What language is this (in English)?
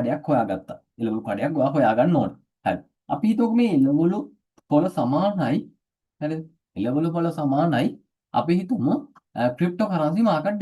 Sinhala